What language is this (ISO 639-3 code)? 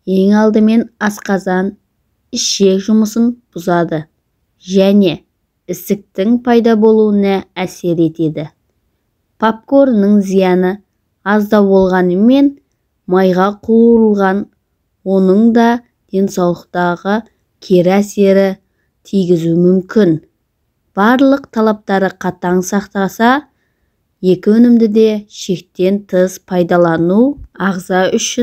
kaz